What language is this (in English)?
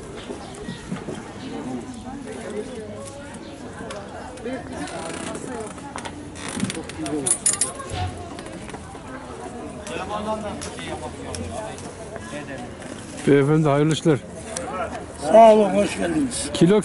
Turkish